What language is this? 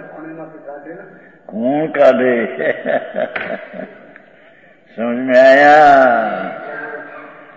Gujarati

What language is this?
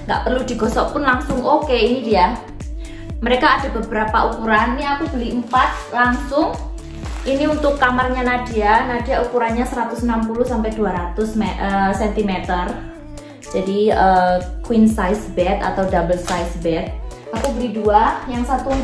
Indonesian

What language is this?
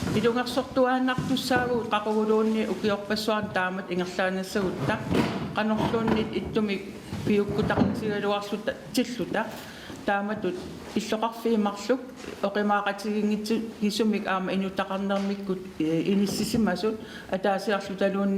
Kalaallisut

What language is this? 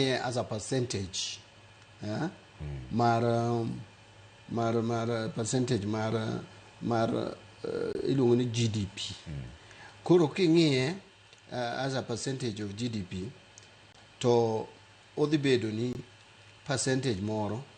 Luo (Kenya and Tanzania)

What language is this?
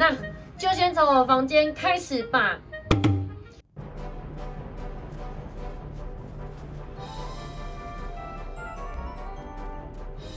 Chinese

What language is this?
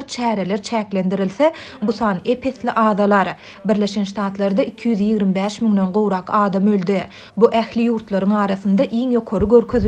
Turkmen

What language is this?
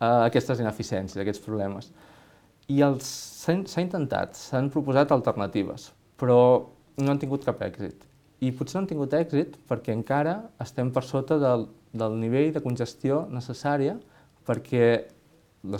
Catalan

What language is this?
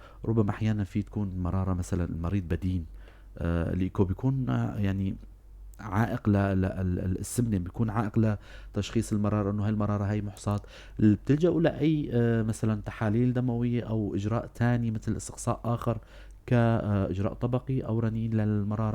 North Levantine Arabic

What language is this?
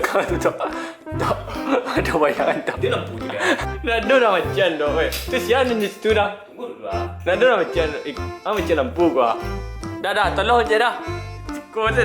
Minangkabau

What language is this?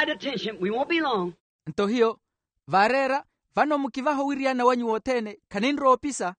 Makhuwa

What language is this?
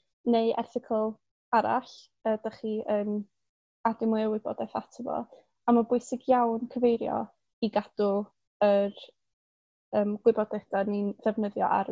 Welsh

